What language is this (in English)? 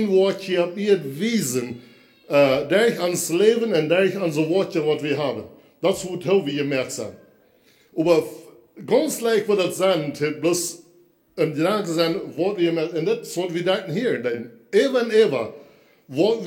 Plautdietsch